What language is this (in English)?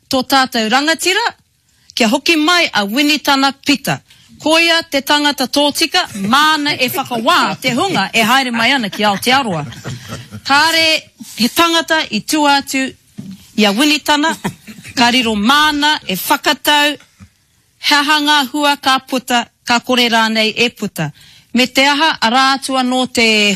Māori